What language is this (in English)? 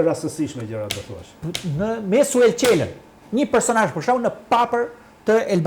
Albanian